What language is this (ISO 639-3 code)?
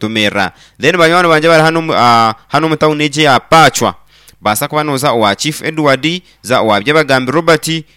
nyn